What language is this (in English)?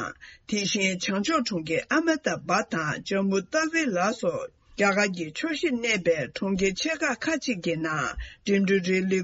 Tibetan